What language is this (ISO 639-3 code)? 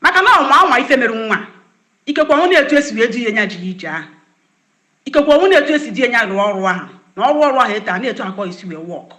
ibo